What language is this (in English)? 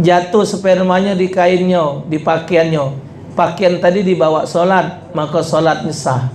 Musi